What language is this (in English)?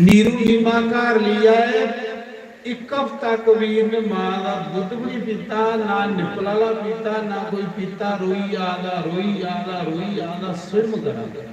Dogri